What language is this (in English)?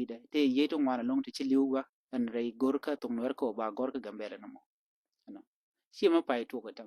Nuer